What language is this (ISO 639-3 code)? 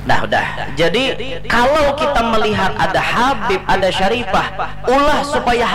bjn